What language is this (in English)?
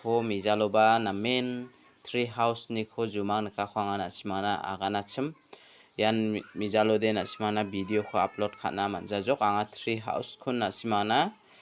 Garo